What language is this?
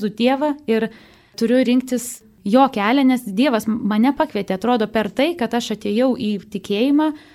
Lithuanian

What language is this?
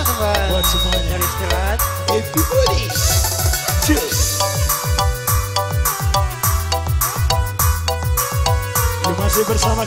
Indonesian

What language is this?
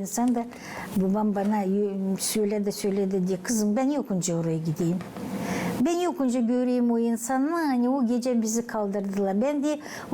Gagauz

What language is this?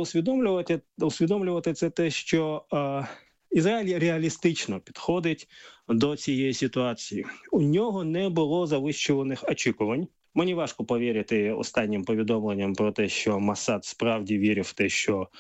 Ukrainian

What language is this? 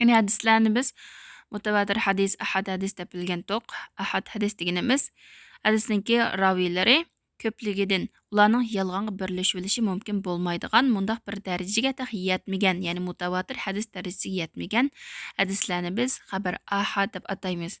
Uyghur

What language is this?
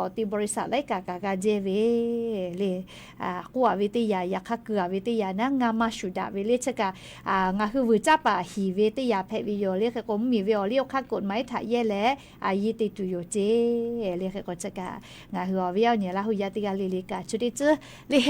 Lahu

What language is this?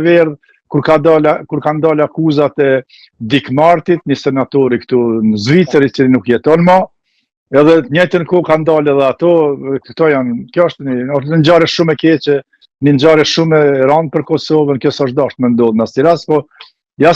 Albanian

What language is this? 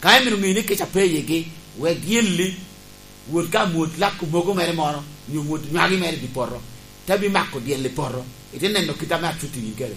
Lango (Uganda)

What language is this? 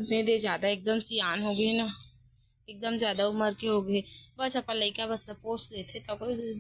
Chhattisgarhi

